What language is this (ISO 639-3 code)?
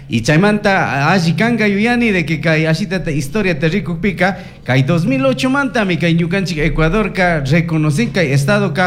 qug